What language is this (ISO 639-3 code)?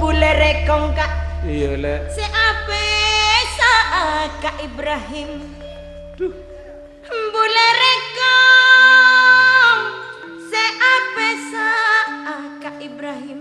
mad